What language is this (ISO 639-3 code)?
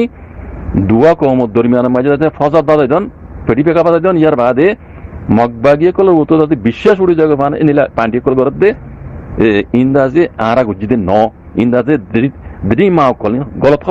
rhg